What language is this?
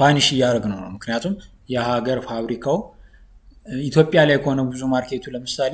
Amharic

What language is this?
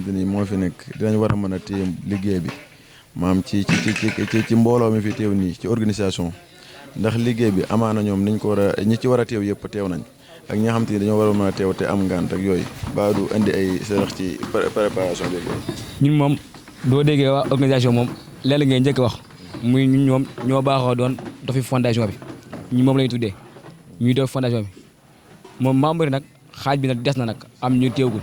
Wolof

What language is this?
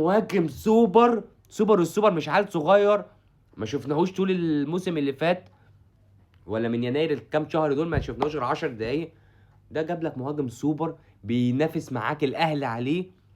Egyptian Arabic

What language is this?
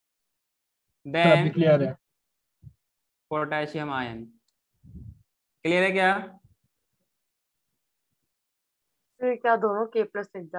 Hindi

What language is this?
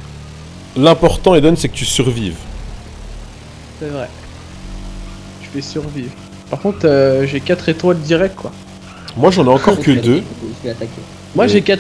French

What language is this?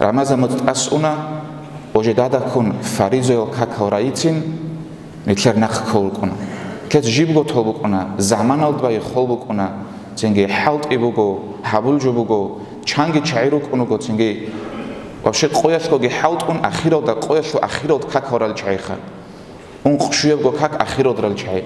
Avaric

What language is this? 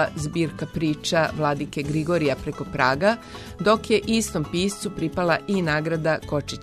Serbian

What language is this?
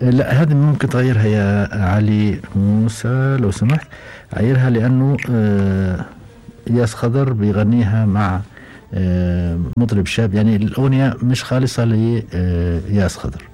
Gulf Arabic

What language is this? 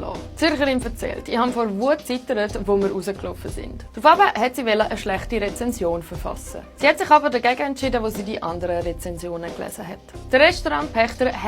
Swiss German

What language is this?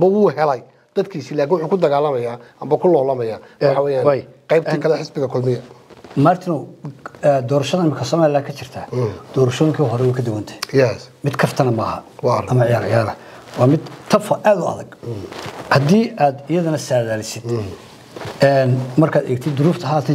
Somali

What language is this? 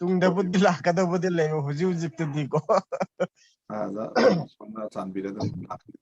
Manipuri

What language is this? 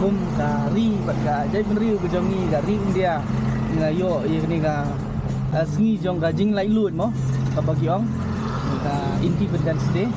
Khasi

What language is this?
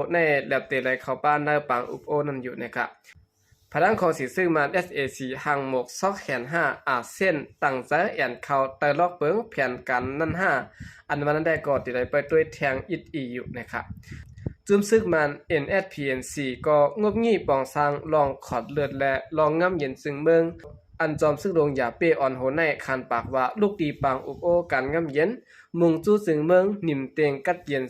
Shan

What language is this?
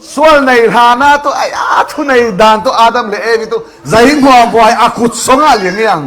Falam Chin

